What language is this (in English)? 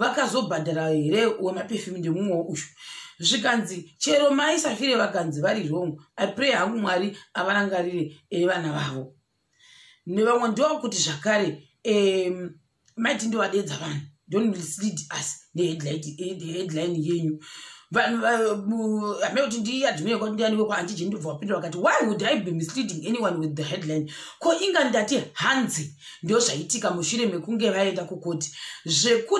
Shona